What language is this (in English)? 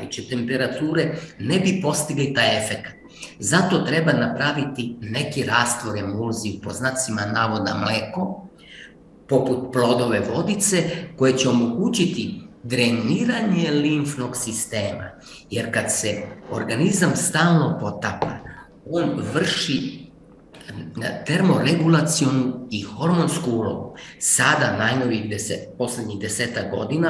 Serbian